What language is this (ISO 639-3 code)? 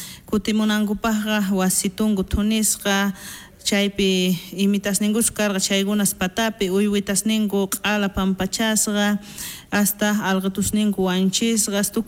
quh